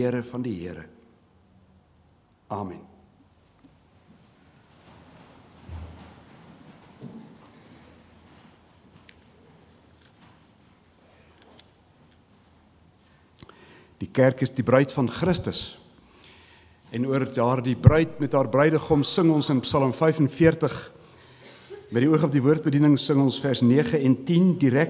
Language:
Afrikaans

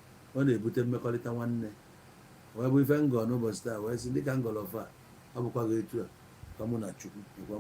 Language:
Igbo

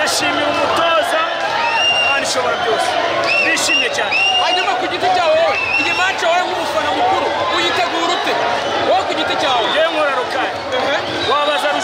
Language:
Kinyarwanda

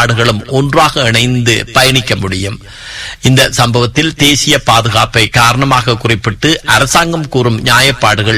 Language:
Tamil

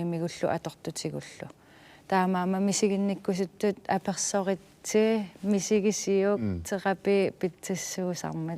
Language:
Kalaallisut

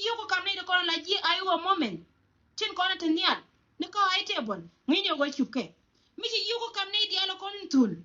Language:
Nuer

